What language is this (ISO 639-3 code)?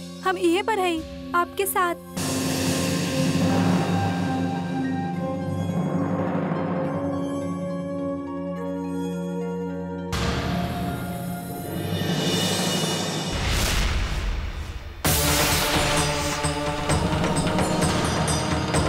bho